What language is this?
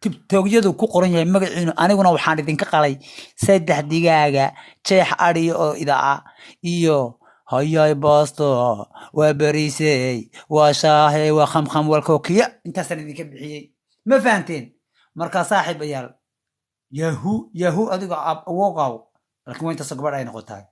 Somali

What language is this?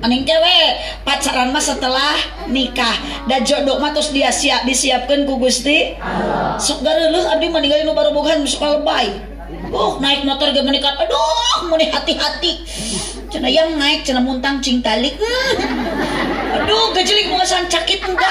Sundanese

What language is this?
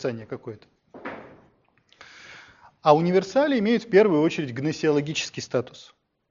Russian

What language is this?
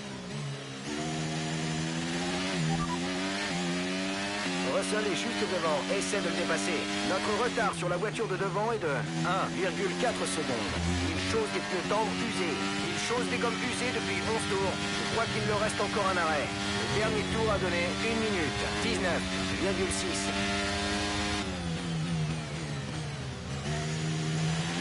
French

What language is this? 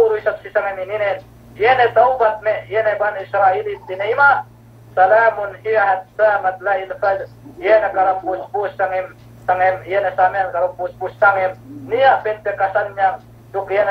Yakan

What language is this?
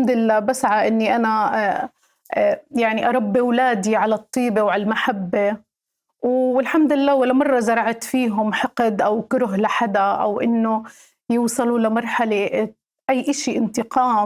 North Levantine Arabic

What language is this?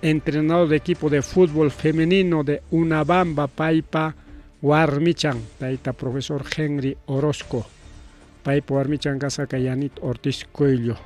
Ayacucho Quechua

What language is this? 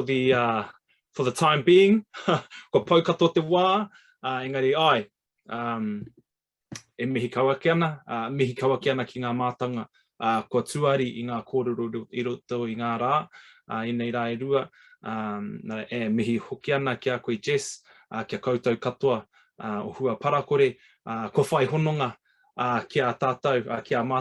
Māori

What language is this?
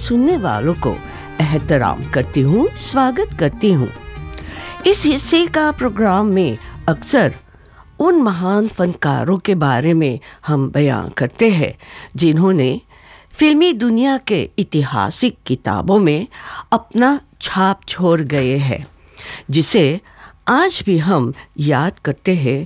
Hindi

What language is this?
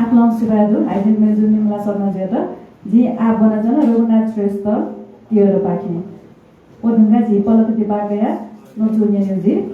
Newari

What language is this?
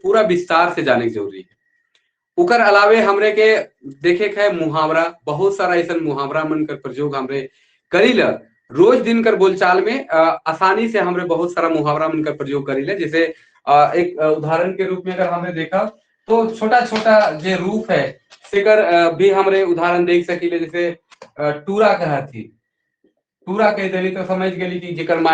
Sadri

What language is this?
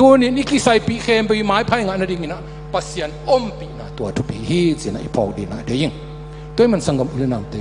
Tedim Chin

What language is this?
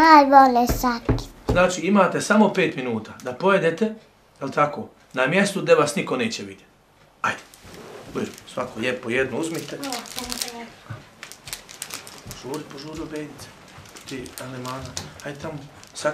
Bosnian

